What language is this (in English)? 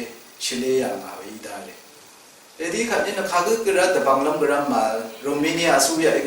Rawang